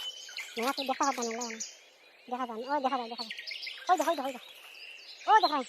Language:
Sylheti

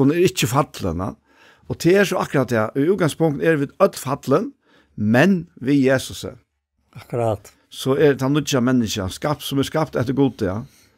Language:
Faroese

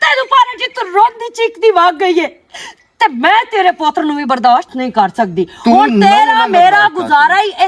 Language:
Western Panjabi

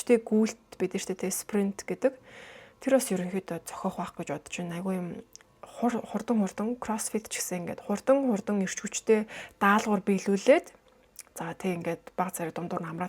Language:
Mongolian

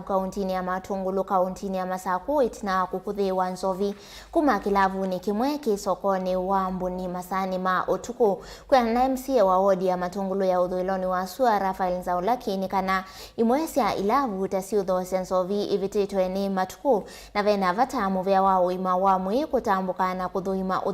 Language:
Kamba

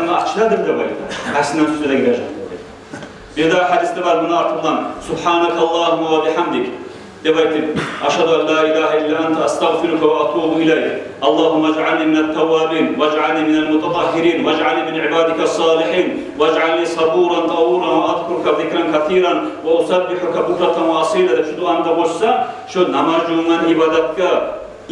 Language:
Kumyk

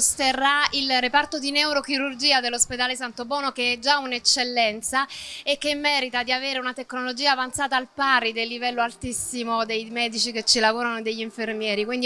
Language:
Italian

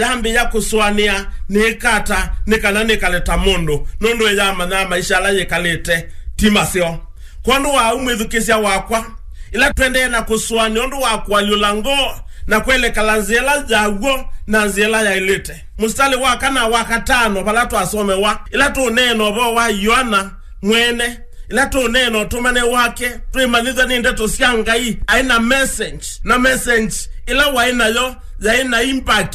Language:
Kamba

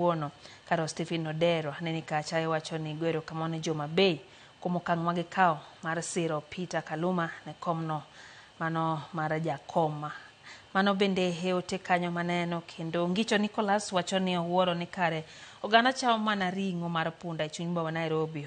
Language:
Luo (Kenya and Tanzania)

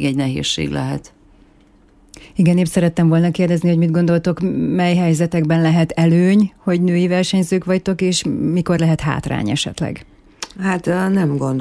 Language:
Hungarian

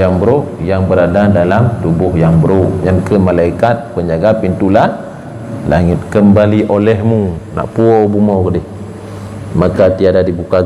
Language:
Achinese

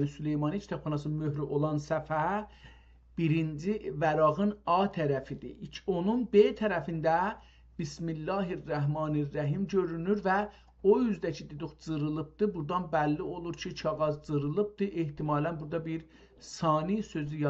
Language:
South Azerbaijani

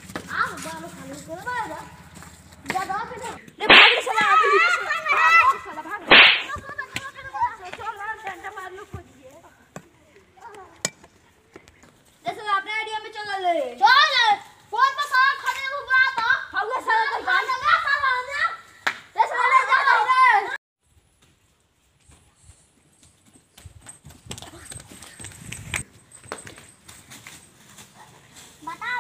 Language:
Bhojpuri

